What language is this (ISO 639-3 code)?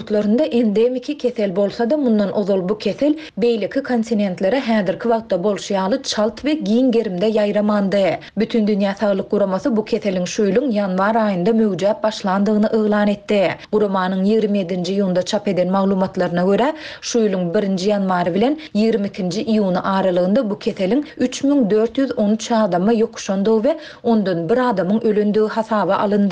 tuk